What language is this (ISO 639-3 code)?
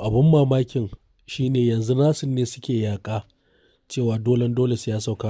hau